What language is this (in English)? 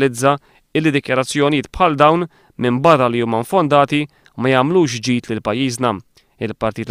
Maltese